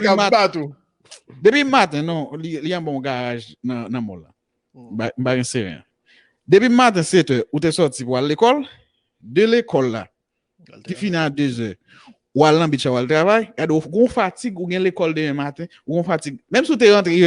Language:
Haitian Creole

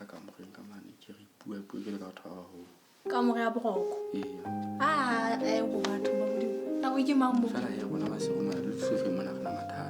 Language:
Southern Sotho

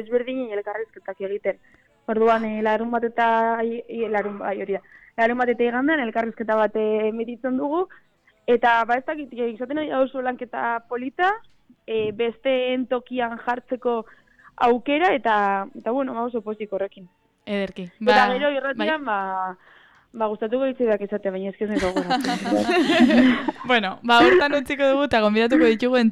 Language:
Basque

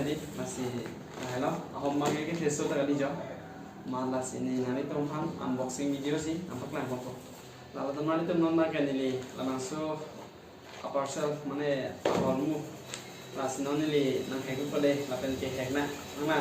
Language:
Karbi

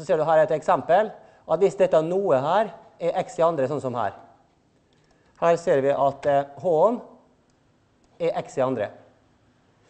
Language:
Norwegian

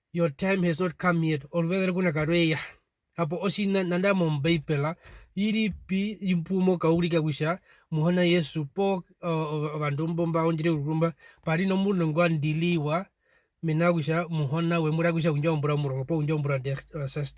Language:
Herero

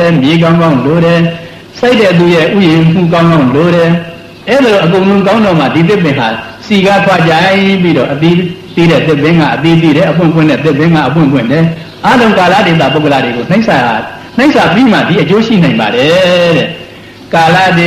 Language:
Burmese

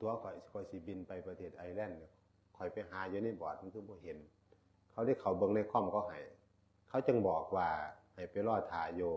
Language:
Northeastern Thai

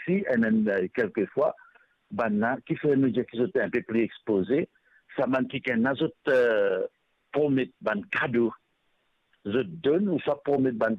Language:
Morisyen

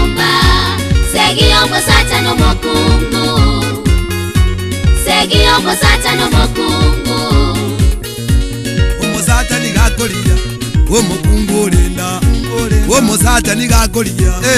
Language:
Swahili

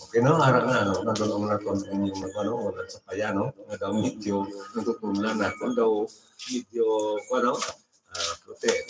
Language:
Hiligaynon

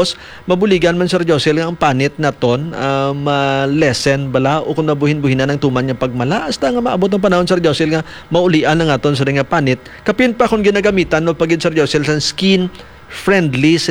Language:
Hiligaynon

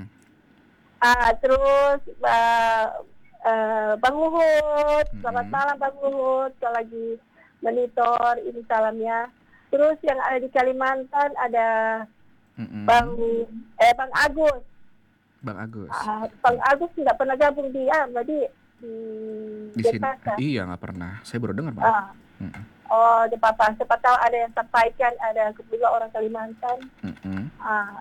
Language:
Indonesian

